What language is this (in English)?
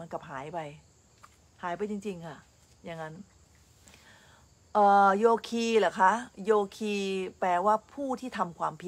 Thai